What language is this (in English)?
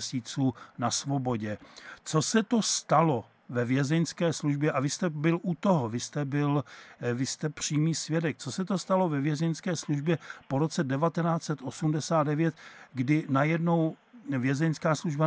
Czech